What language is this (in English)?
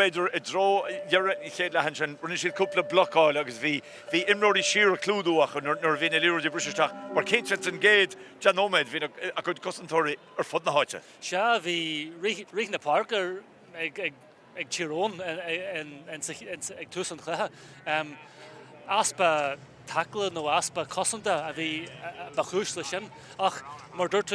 Irish